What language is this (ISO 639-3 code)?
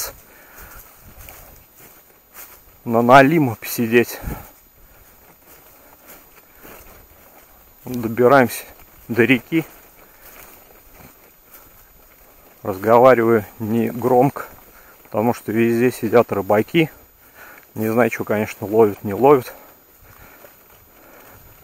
rus